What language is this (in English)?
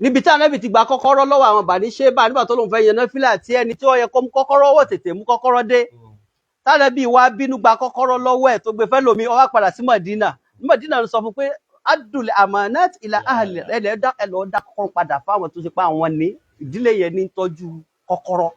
Yoruba